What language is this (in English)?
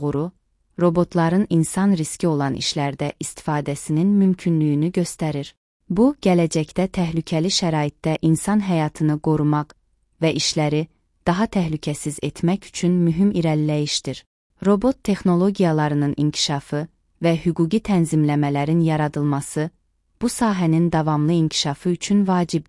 Azerbaijani